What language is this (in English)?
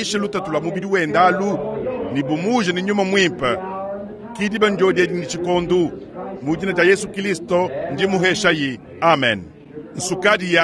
Luba-Lulua